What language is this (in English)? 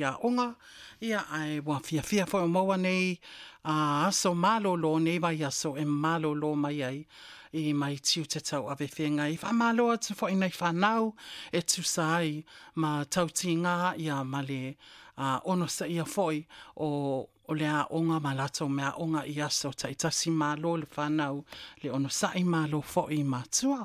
Samoan